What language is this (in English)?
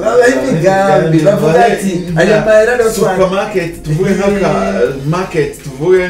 Rundi